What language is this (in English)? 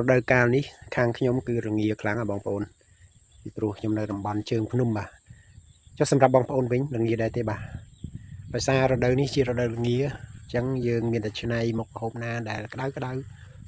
Khmer